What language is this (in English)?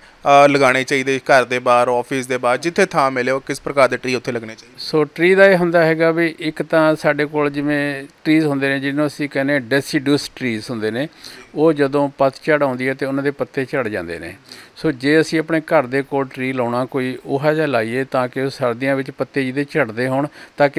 Punjabi